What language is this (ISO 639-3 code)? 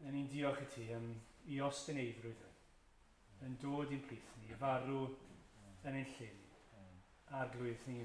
cym